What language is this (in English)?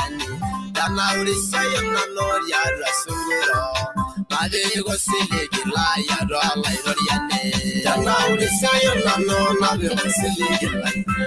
Masai